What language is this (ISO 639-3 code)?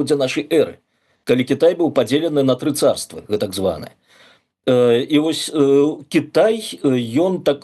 bel